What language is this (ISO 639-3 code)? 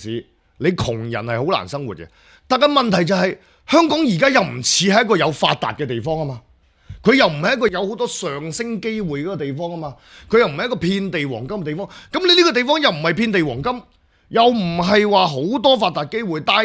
yue